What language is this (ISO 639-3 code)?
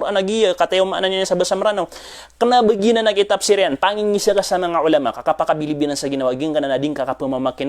mrw